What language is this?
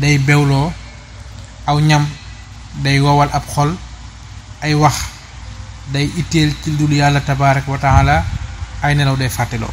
Wolof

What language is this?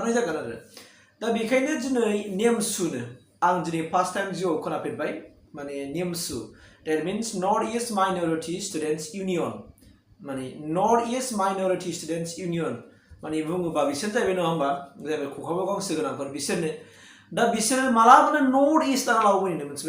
Bodo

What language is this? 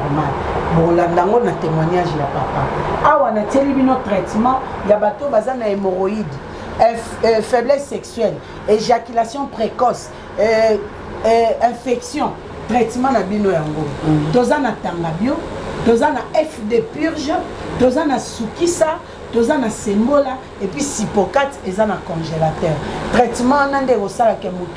Lingala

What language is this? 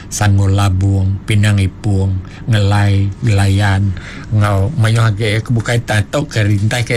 Iban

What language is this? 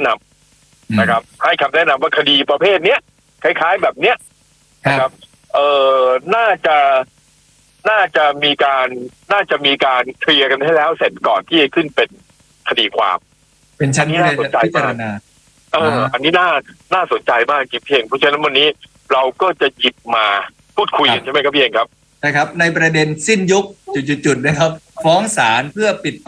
Thai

